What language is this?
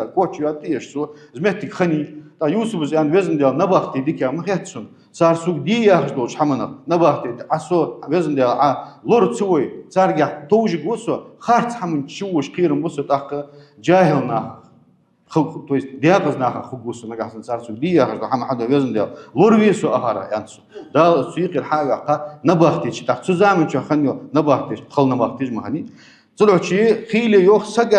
Ingush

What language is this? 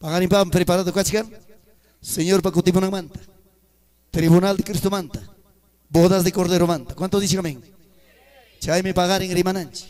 Ayacucho Quechua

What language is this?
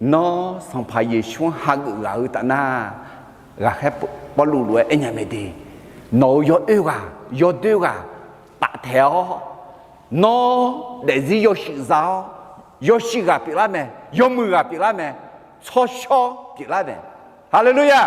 Akha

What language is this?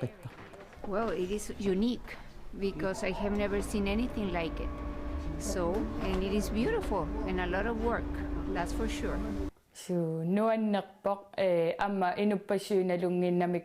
Kalaallisut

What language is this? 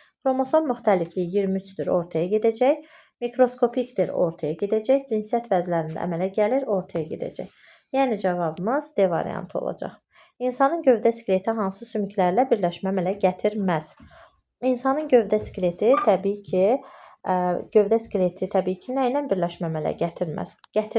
Azerbaijani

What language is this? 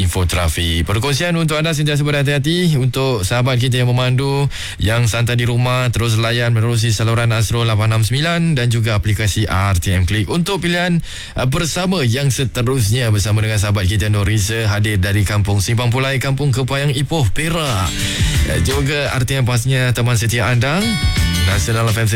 Malay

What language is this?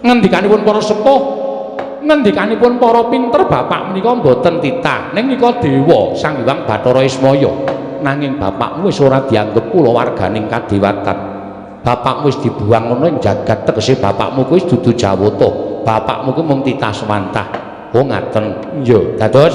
Javanese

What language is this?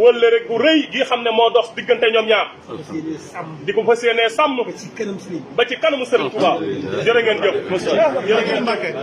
Wolof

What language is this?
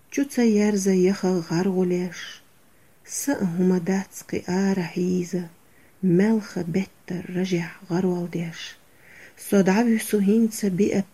Chechen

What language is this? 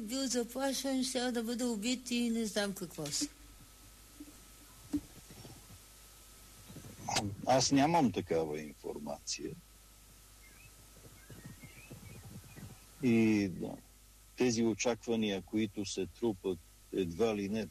Bulgarian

